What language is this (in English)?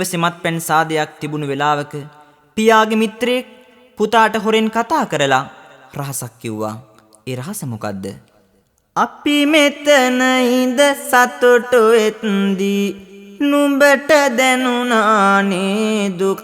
Sinhala